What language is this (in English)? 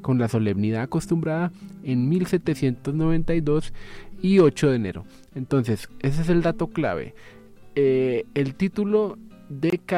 Spanish